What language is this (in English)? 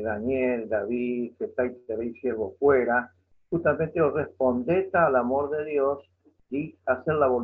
Guarani